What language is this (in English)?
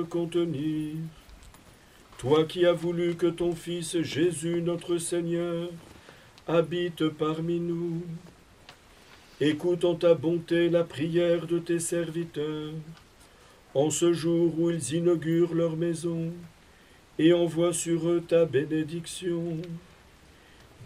French